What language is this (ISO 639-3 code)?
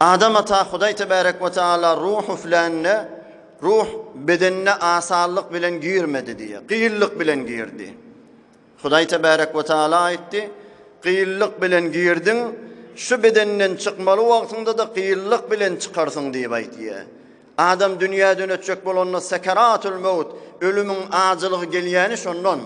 tuk